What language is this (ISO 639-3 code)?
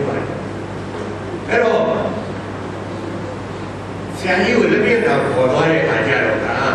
mya